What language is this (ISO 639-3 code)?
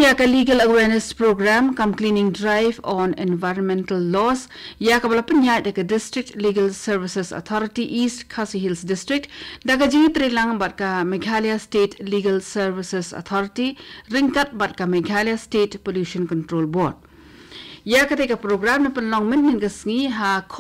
kha